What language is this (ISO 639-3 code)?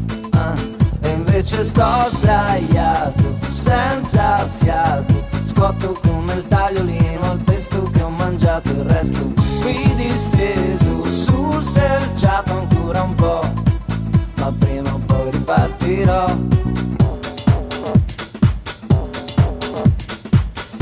ita